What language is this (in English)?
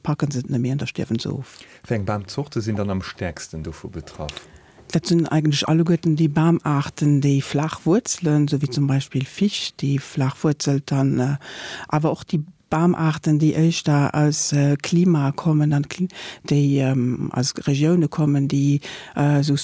Luxembourgish